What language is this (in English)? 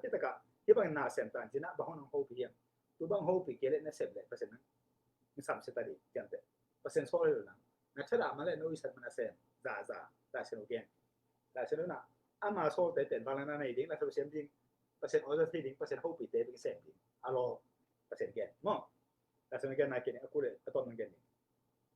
Tedim Chin